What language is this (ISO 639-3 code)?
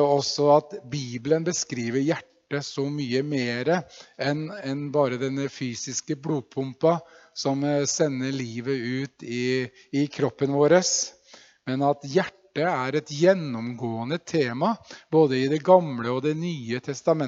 nor